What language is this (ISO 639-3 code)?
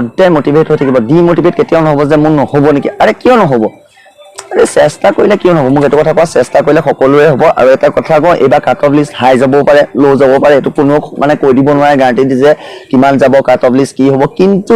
asm